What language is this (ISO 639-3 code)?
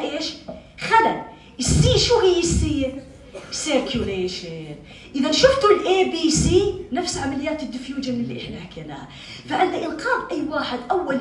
apc